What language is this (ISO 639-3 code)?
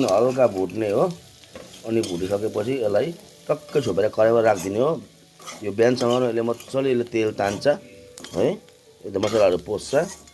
nep